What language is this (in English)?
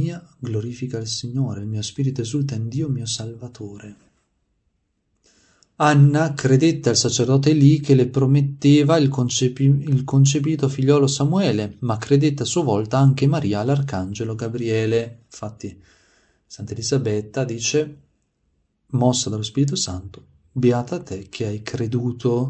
Italian